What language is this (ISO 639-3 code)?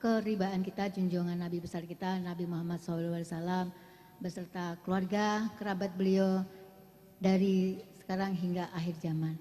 bjn